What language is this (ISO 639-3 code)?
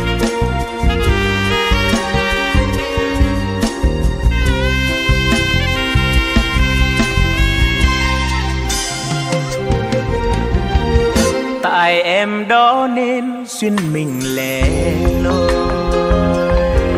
vie